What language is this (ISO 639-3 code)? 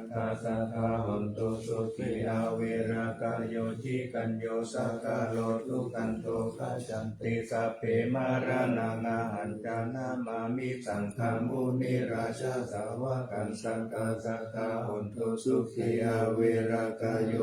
pli